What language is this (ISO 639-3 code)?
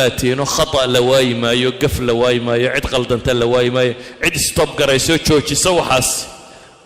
som